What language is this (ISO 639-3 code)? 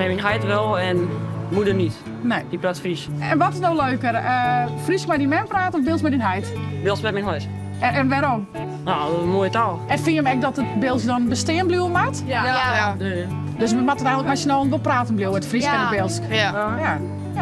fry